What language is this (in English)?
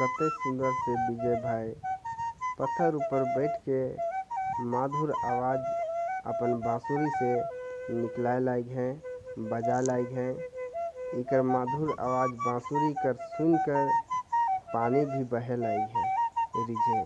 Sadri